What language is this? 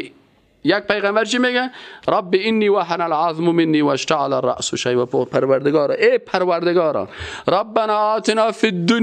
Persian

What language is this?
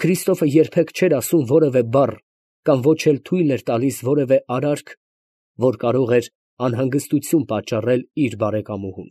Armenian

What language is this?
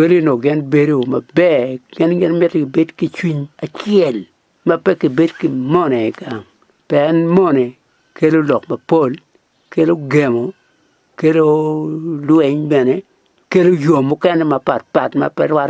Acoli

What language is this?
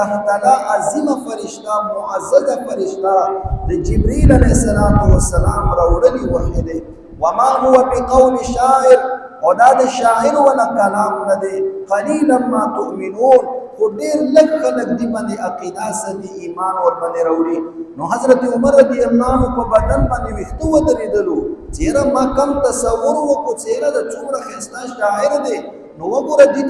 Pashto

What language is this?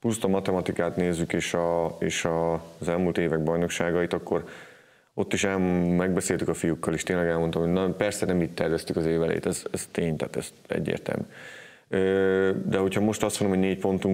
Hungarian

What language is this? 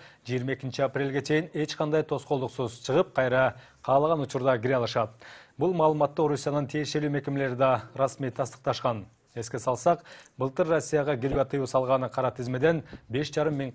Kyrgyz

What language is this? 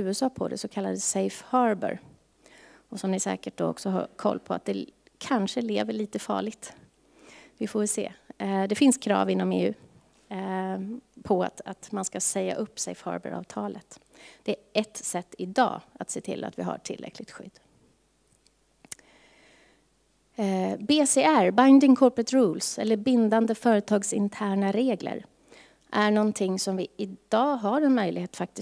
Swedish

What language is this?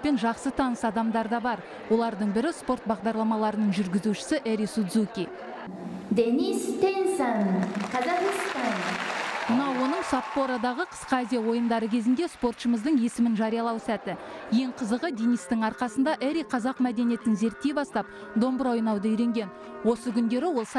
Kazakh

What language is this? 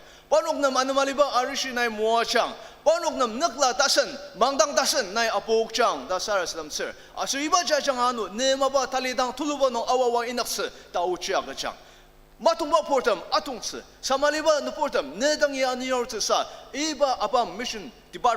Ao Naga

